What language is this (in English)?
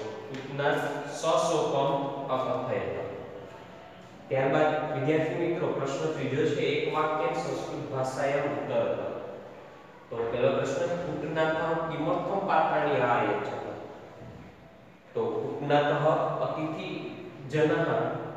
Gujarati